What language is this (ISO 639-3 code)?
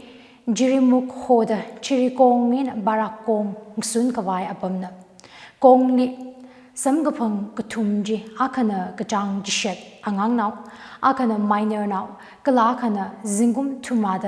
nmf